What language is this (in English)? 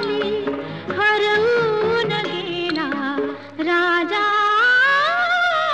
Marathi